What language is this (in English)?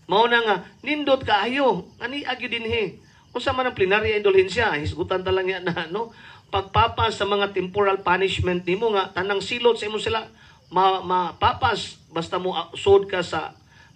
Cebuano